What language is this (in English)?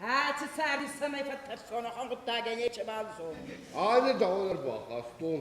Ossetic